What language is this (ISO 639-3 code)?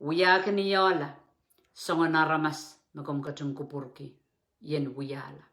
pon